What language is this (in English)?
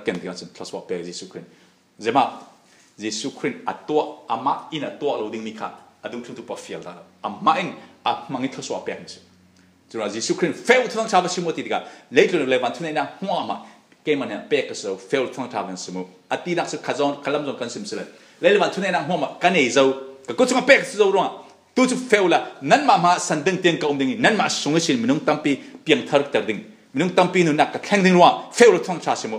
Falam Chin